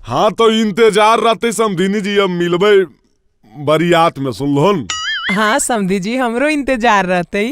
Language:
Magahi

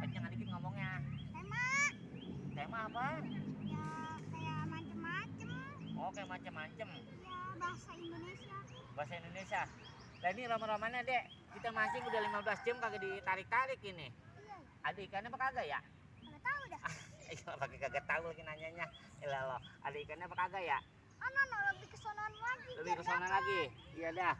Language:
Betawi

